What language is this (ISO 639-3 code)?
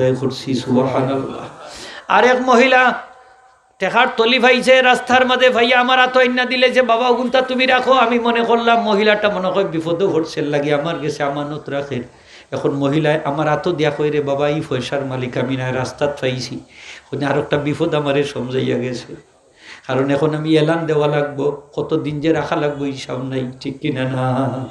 syl